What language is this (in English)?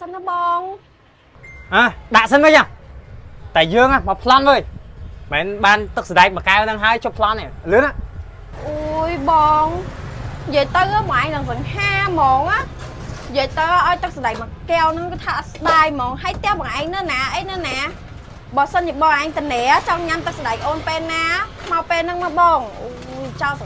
Khmer